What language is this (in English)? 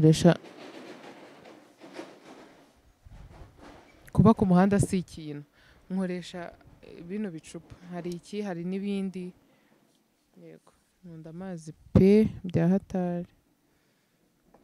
Kinyarwanda